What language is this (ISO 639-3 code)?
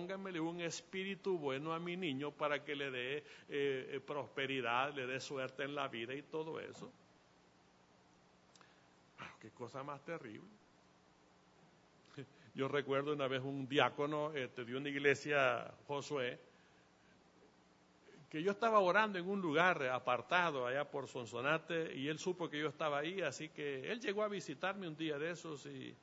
spa